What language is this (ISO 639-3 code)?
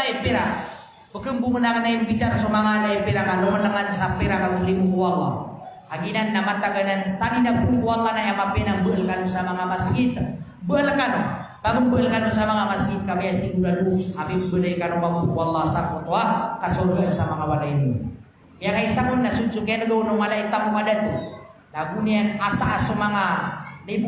mrw